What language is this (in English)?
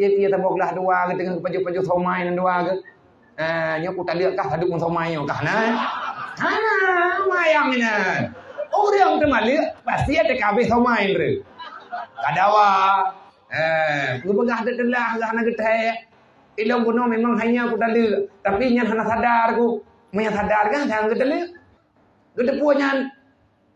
Achinese